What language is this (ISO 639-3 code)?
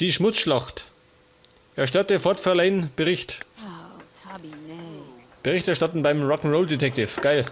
bar